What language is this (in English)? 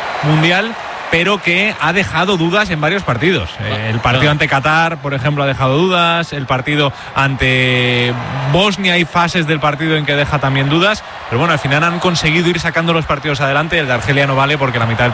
Spanish